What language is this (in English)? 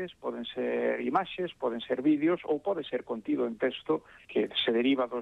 Galician